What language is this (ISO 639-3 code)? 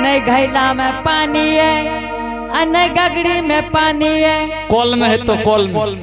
anp